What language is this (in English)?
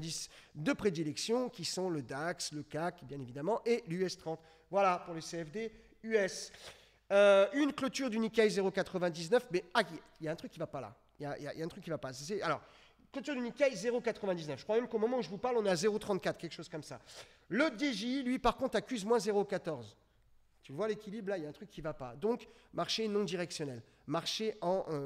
French